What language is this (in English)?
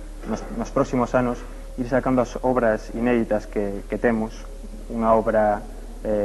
Galician